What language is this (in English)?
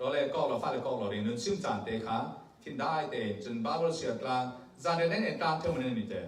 Falam Chin